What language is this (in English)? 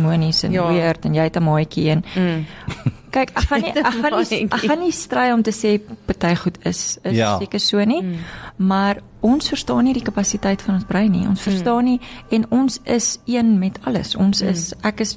Afrikaans